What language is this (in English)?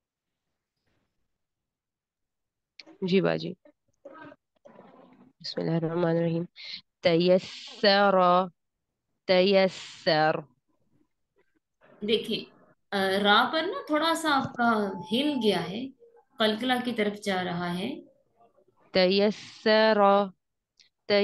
Urdu